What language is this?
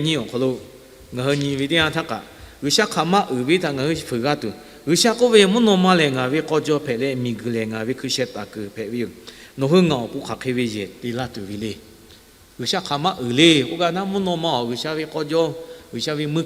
Lahu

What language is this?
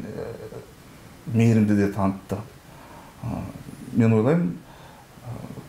Kazakh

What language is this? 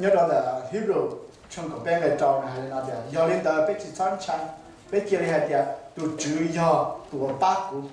Hmong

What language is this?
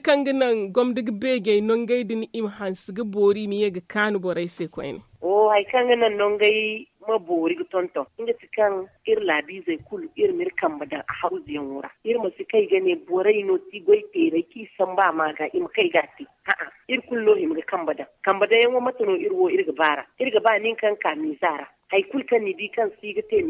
Zarma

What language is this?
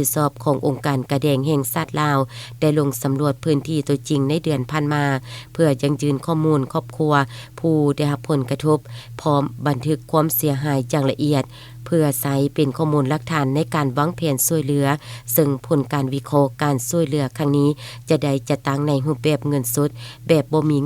Lao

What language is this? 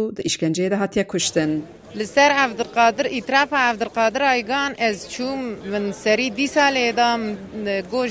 Kurdish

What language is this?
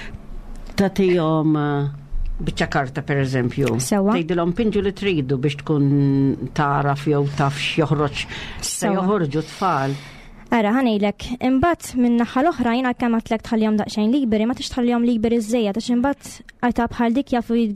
Maltese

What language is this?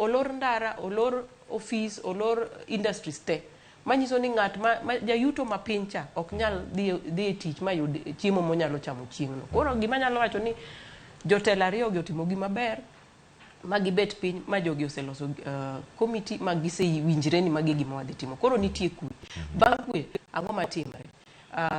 Luo (Kenya and Tanzania)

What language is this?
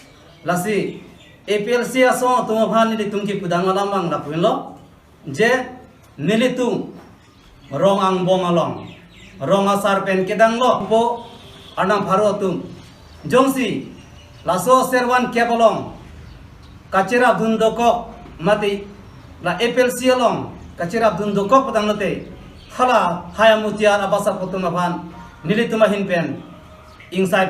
Karbi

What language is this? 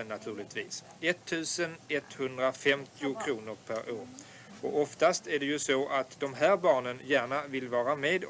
Swedish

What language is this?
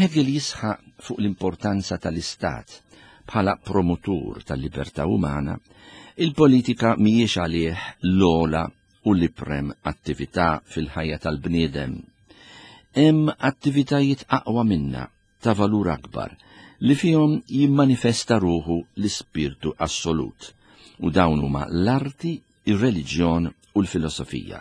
Maltese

